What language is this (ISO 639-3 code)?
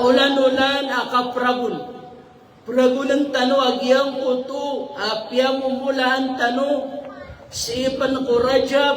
mrw